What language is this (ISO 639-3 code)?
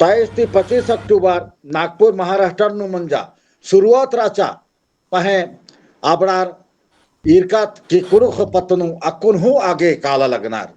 kru